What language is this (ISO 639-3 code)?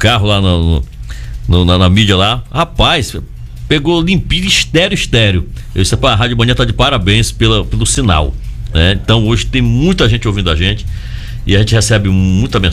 por